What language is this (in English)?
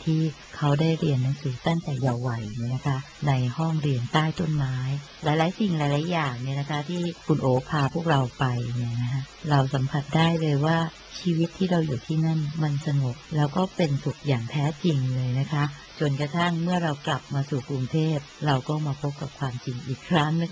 Thai